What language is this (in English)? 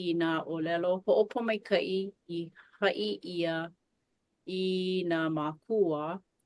Hawaiian